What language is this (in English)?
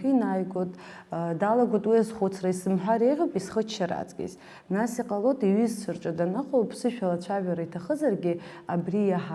Abkhazian